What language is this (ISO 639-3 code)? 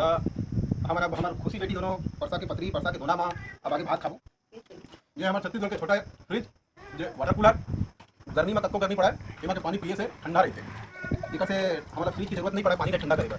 hne